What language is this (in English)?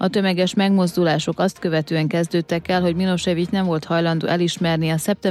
Hungarian